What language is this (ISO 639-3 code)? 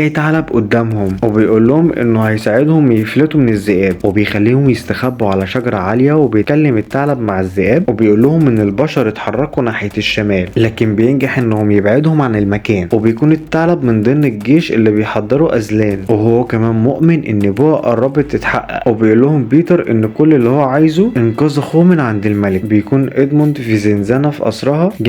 arz